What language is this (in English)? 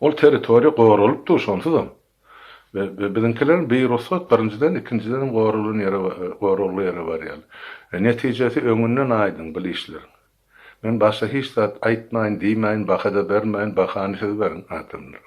Turkmen